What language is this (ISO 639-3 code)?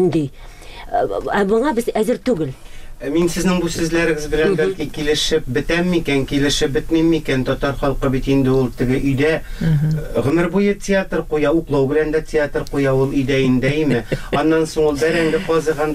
tat